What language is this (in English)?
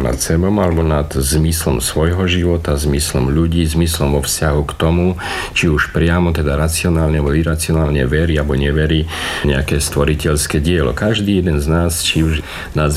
Slovak